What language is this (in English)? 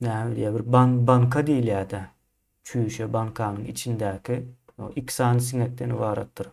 Turkmen